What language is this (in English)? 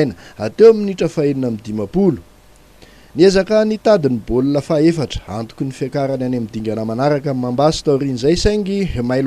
Malagasy